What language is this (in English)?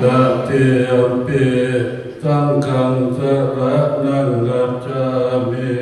Pali